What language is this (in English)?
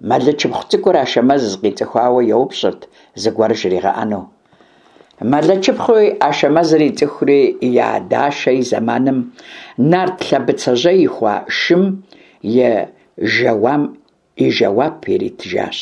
Kabardian